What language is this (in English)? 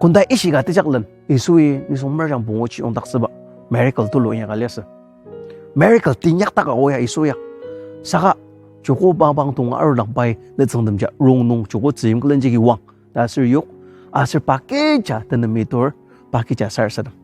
Ao Naga